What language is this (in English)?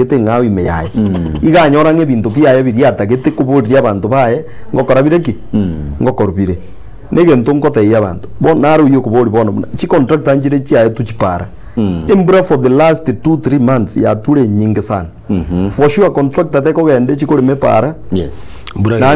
Gusii